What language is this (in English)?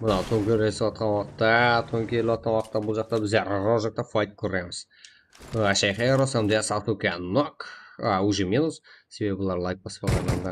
Kara-Kalpak